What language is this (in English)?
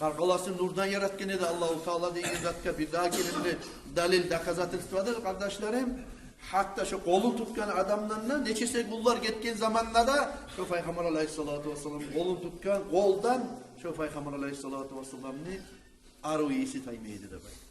Kumyk